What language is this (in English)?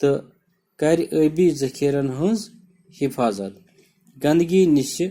Kashmiri